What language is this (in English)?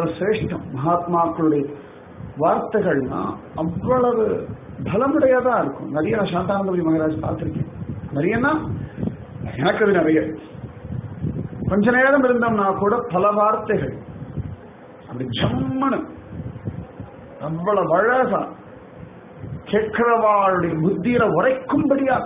Tamil